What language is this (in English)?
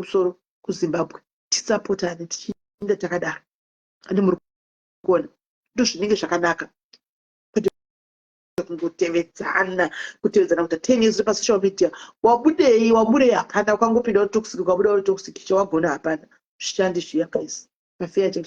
Shona